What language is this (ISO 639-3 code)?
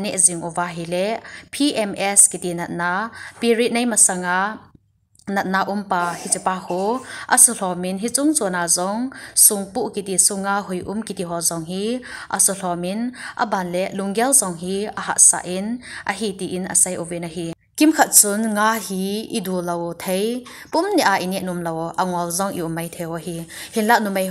tcz